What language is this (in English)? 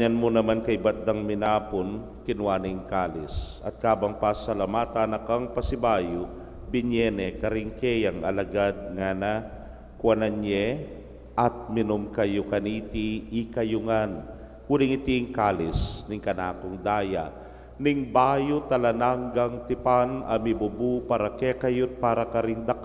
Pampanga